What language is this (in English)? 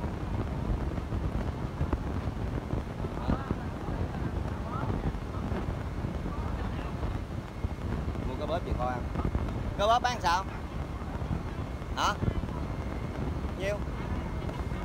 Vietnamese